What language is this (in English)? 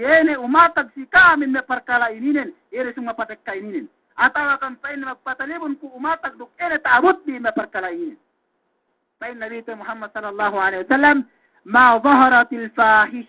Yakan